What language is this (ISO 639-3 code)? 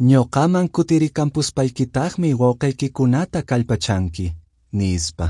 que